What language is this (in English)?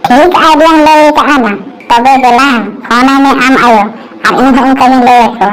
Santali